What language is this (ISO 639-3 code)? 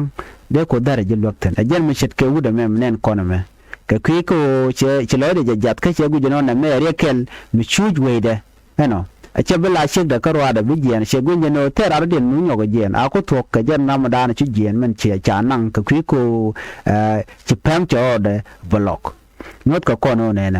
nus